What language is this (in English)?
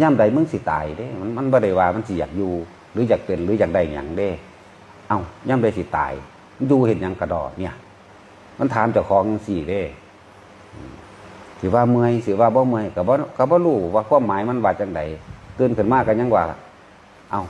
Northeastern Thai